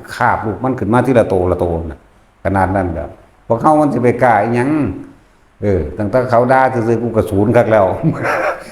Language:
Northeastern Thai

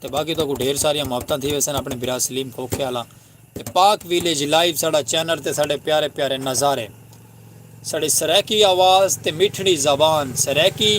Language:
Saraiki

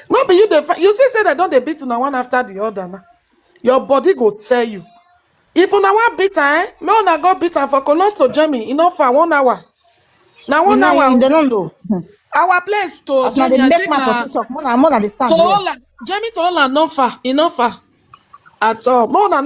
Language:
Nigerian Pidgin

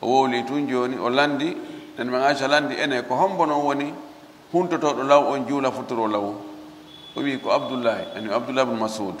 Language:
Fula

